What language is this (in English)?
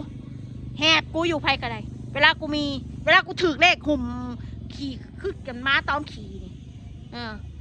Northeastern Thai